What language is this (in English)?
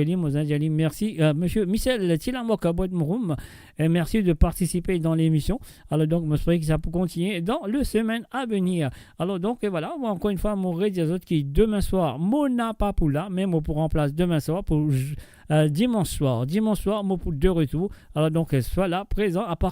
Morisyen